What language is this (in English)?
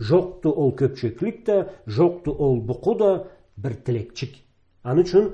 Karachay-Balkar